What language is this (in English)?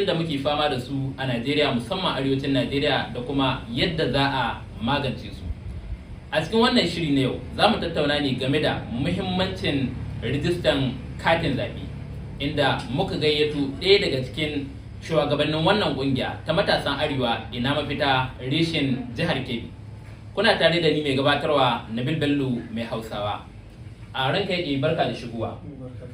Hausa